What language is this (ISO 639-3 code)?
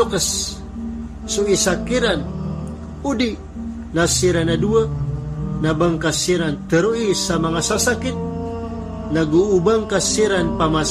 mrw